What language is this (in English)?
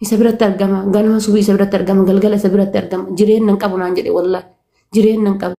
Oromo